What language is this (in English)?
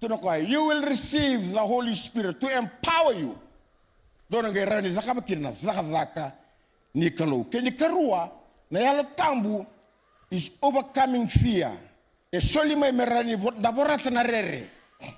Fijian